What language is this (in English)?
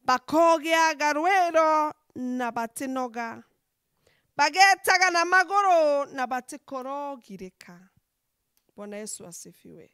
Meru